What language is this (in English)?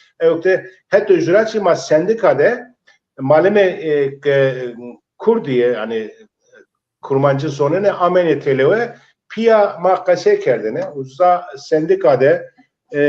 Zaza